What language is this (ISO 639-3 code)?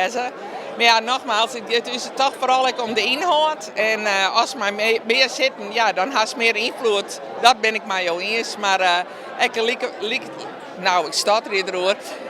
fry